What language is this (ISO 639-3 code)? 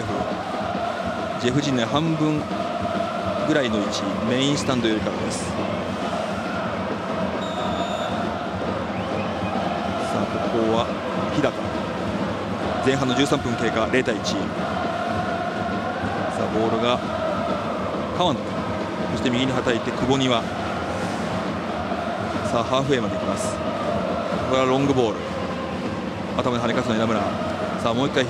jpn